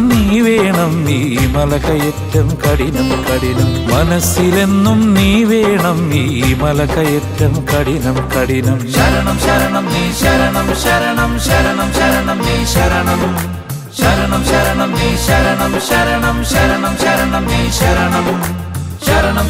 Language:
Malayalam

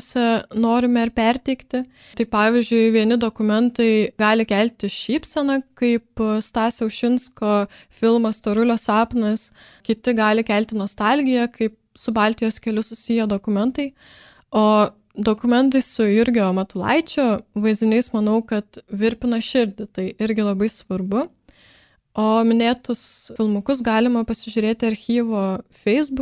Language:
Lithuanian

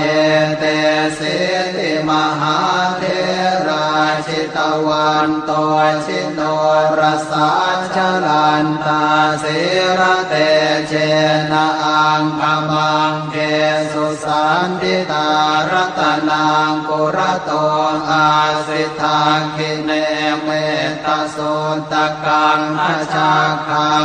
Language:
Pali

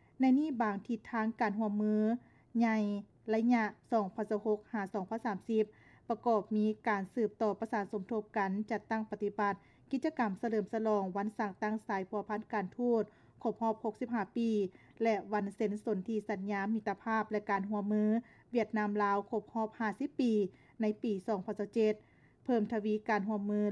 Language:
Lao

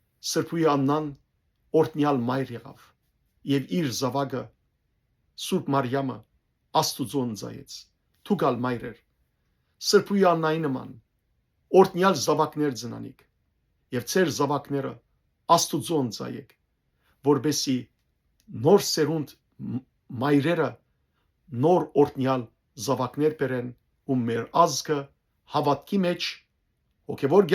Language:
Western Armenian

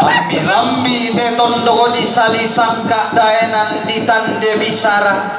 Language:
Toraja-Sa'dan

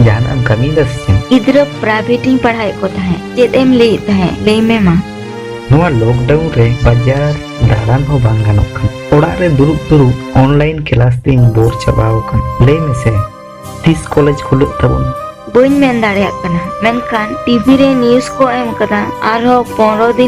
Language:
Santali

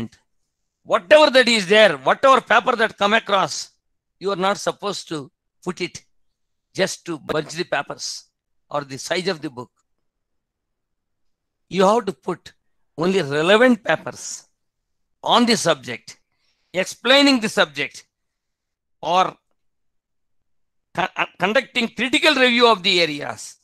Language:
English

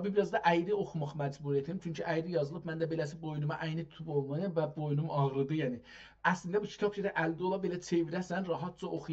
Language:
South Azerbaijani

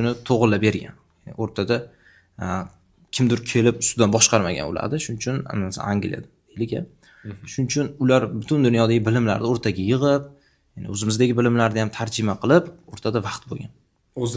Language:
Uzbek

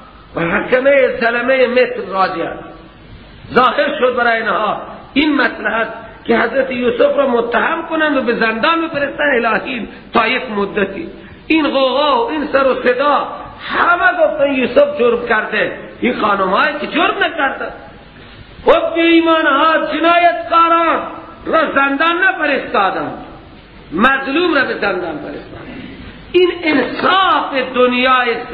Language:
Persian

